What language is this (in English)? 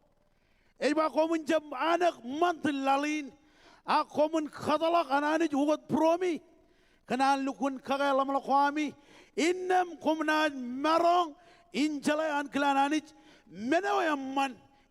Marshallese